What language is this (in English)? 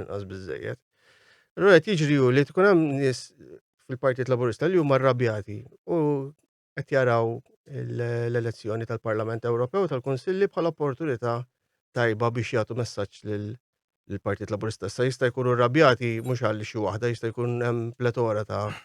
Maltese